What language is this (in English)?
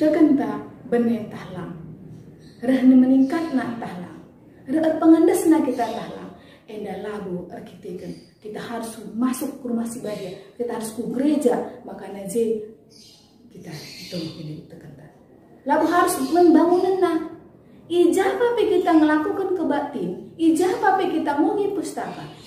Batak Karo